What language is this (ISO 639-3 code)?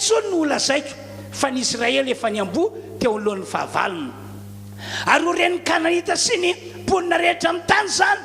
mlg